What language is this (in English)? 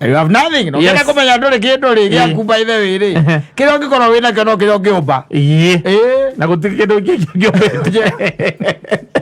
Kikuyu